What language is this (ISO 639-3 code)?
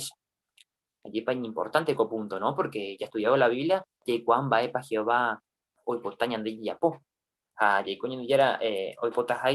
grn